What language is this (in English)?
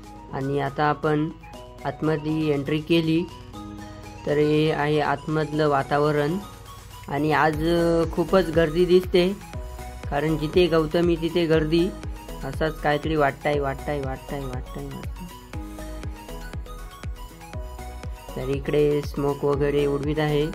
Marathi